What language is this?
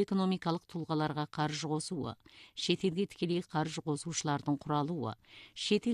Kazakh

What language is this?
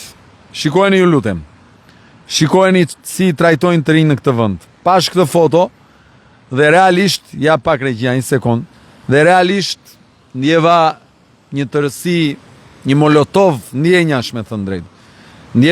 Albanian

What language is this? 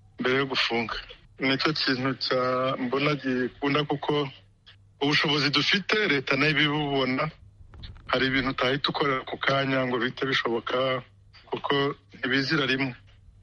Kinyarwanda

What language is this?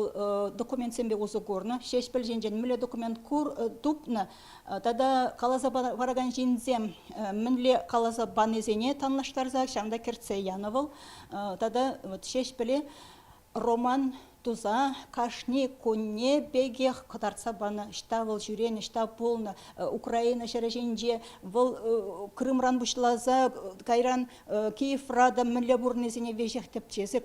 Chuvash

